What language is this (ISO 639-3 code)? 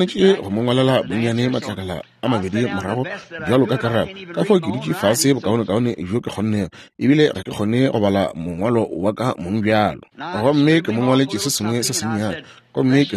nso